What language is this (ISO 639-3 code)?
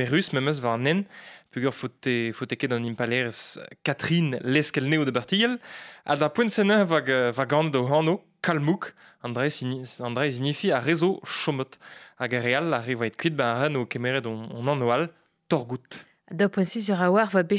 bre